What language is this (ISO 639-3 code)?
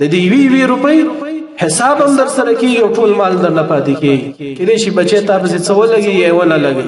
pus